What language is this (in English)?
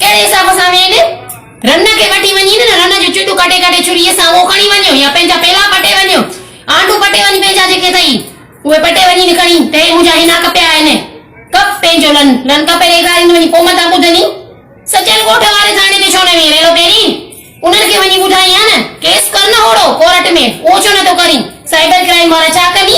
Sindhi